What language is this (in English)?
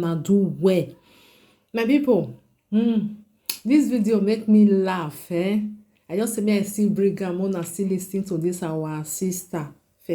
Nigerian Pidgin